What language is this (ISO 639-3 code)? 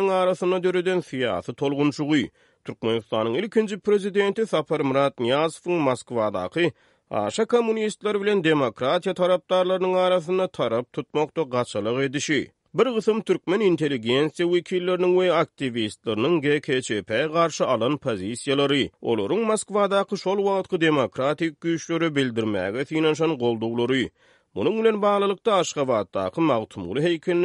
tuk